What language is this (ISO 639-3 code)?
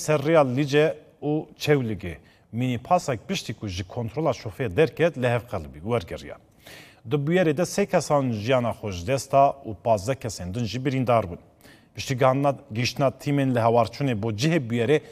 kur